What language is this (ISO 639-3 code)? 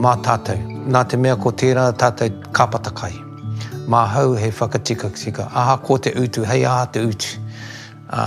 mri